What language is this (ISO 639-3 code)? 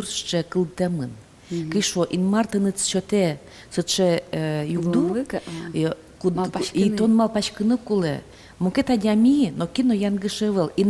udm